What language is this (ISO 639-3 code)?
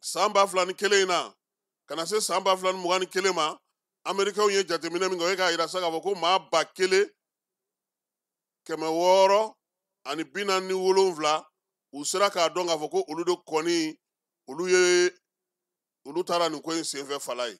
bam